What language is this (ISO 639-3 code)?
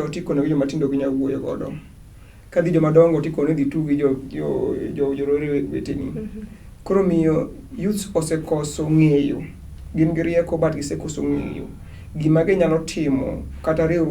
luo